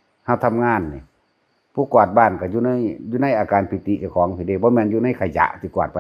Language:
Northeastern Thai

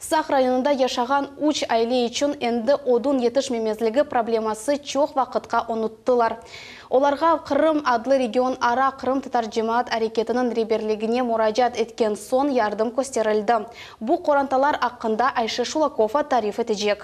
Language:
Crimean Tatar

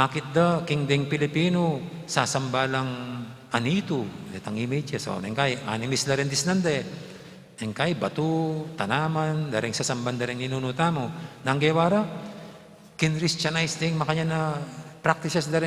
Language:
Pampanga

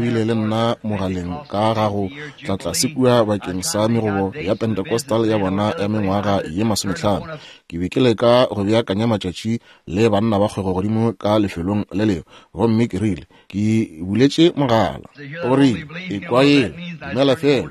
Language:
Northern Sotho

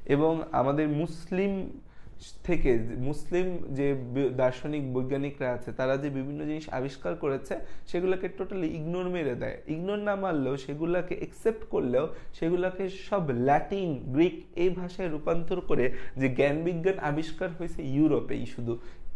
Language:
Bangla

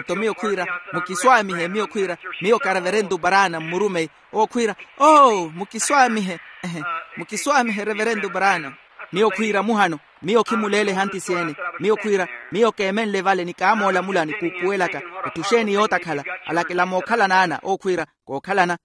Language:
Makhuwa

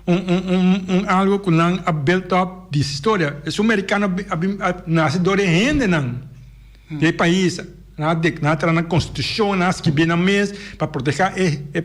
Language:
Papiamento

